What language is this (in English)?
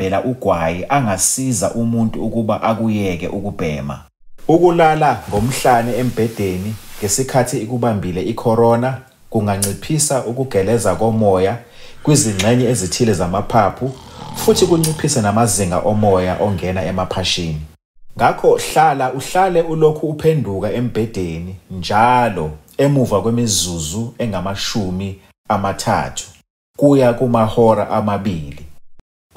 Zulu